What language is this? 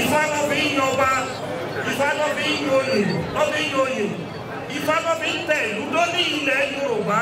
Yoruba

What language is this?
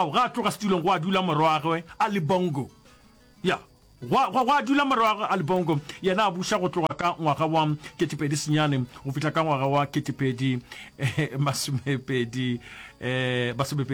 Northern Sotho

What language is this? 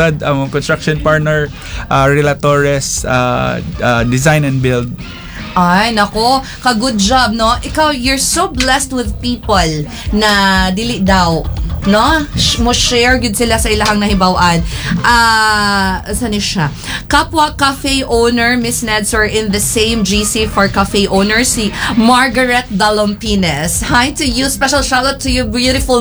Cebuano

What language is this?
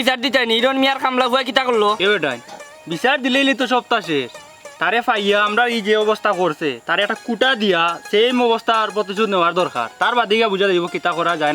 Sylheti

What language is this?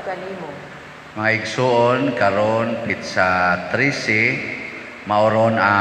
Cebuano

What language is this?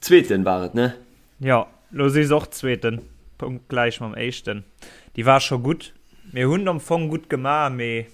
Luxembourgish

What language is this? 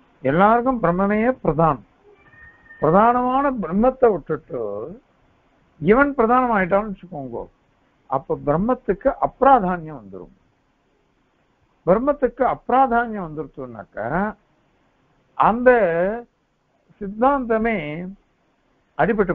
Tamil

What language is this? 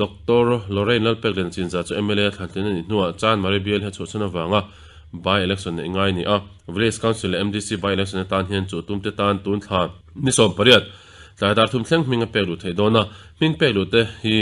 Mizo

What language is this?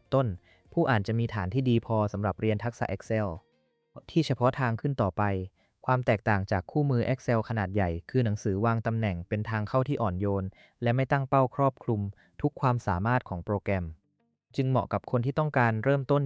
Thai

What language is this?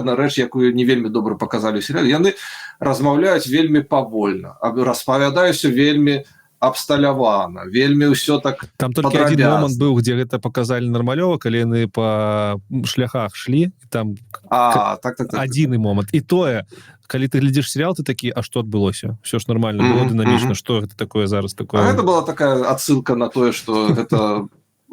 Belarusian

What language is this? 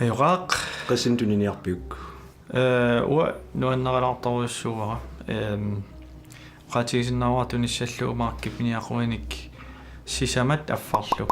Kalaallisut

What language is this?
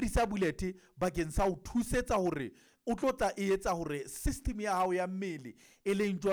Southern Sotho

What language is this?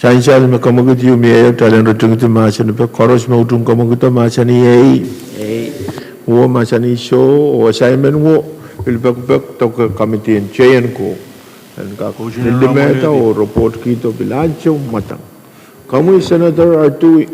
Pohnpeian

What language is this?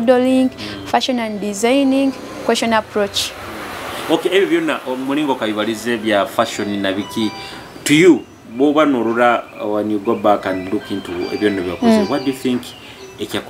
Nyoro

